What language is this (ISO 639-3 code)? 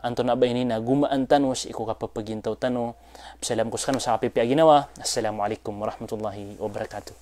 mrw